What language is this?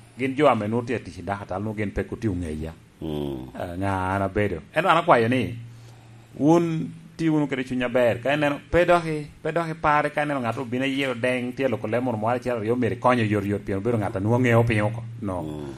Lango (Uganda)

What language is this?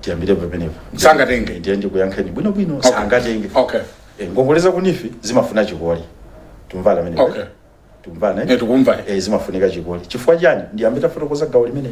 Nyanja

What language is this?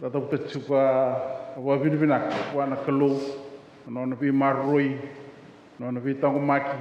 Fijian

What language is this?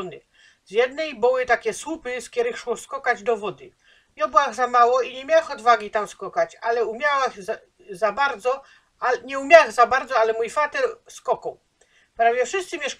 Silesian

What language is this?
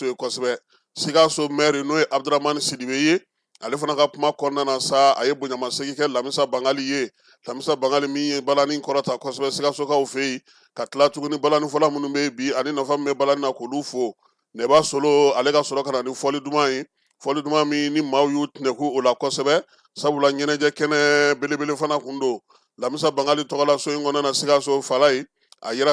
Bambara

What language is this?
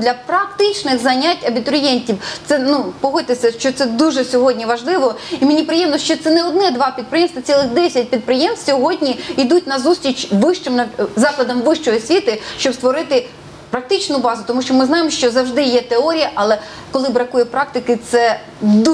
Ukrainian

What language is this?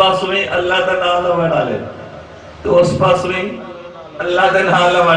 Saraiki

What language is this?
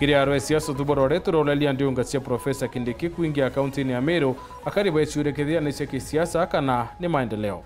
Meru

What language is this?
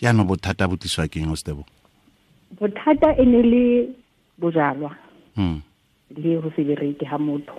Tswana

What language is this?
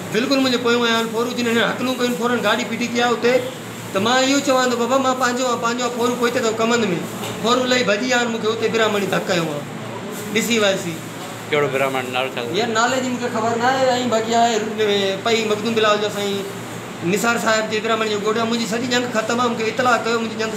Sindhi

